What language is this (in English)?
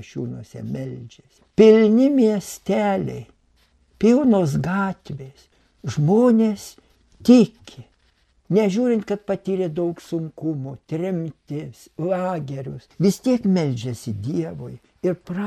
Lithuanian